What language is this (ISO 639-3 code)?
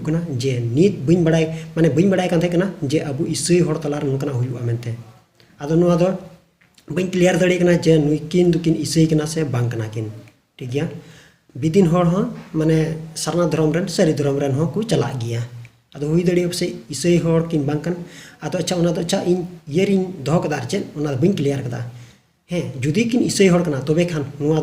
sat